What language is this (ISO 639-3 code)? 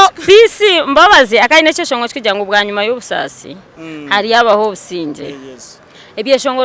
nyn